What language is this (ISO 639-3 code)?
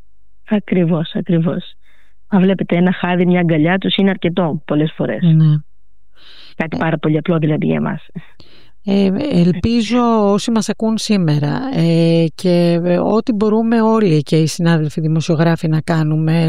ell